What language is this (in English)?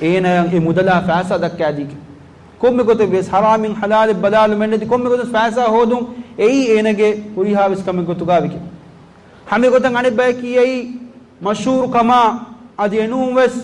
Divehi